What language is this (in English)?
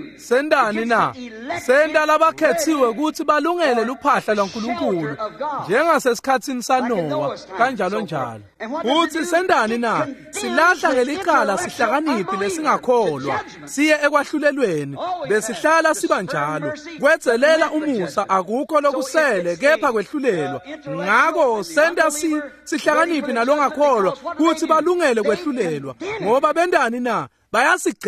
Swati